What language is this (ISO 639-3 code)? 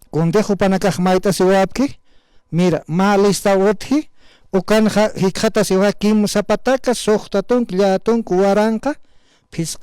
aym